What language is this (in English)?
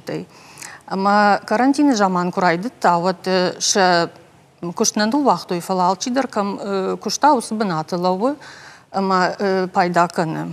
Ossetic